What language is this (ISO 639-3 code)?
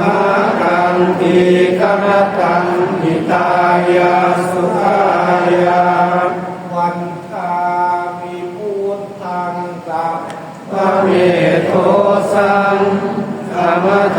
pli